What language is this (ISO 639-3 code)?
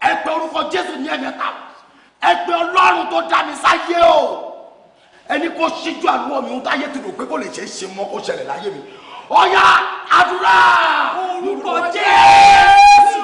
yor